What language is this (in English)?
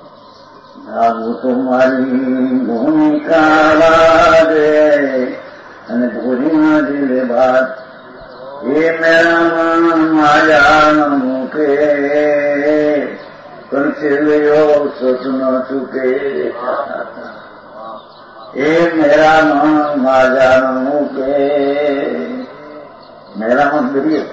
Gujarati